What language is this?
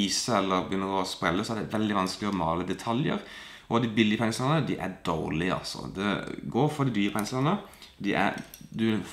Norwegian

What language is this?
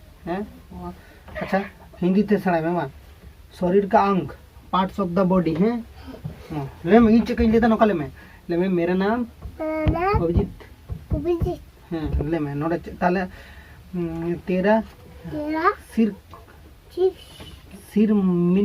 Santali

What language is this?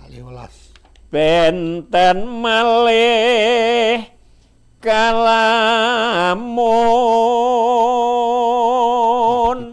Javanese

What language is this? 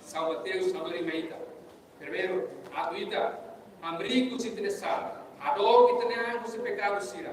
Tetum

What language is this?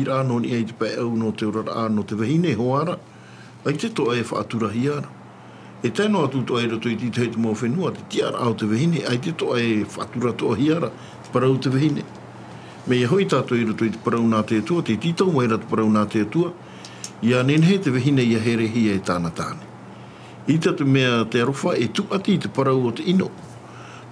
Tahitian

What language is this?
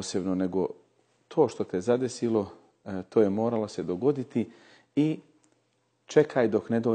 Bosnian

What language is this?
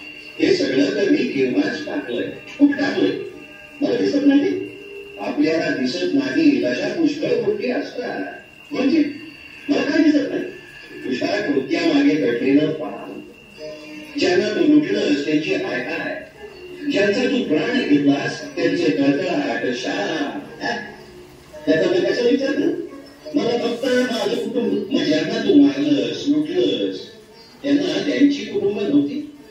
Marathi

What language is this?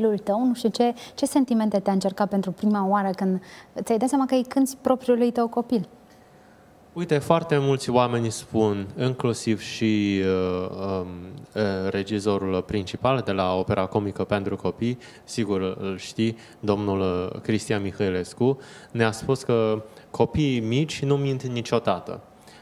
Romanian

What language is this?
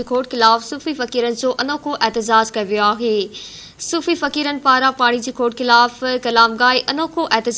Sindhi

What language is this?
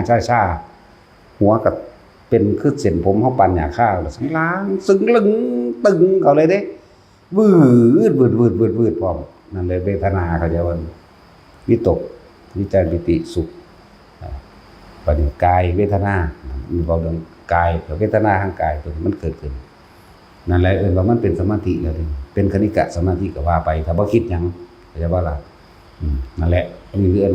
Northeastern Thai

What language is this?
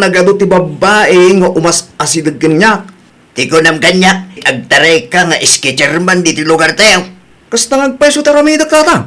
Iloko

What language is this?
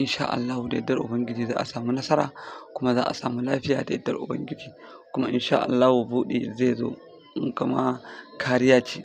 Hausa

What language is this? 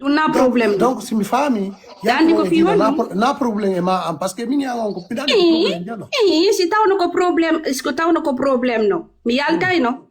Fula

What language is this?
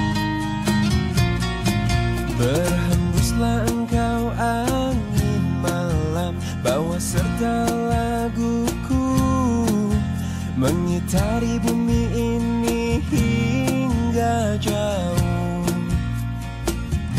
Indonesian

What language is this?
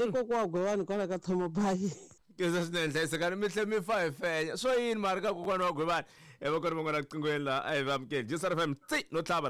Tsonga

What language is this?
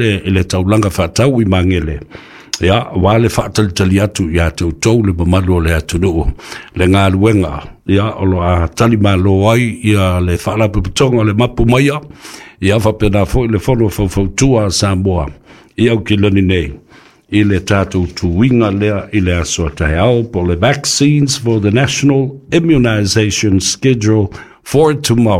Samoan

